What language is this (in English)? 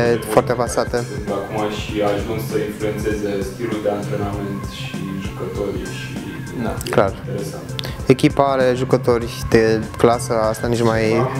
Romanian